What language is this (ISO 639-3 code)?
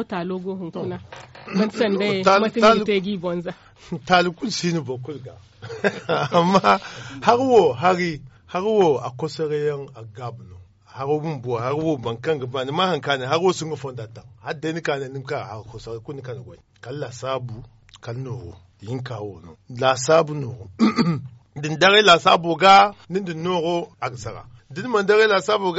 dje